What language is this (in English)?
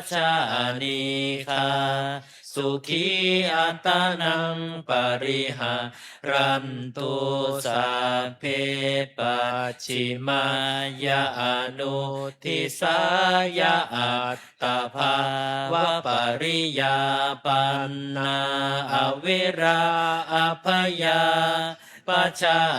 Pali